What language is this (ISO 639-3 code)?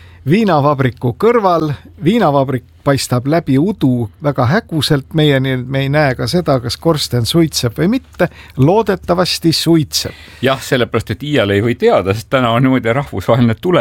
est